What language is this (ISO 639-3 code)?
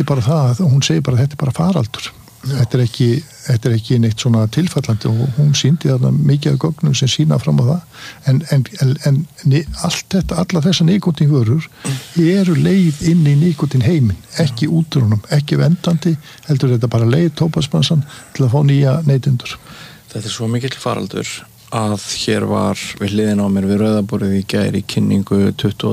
isl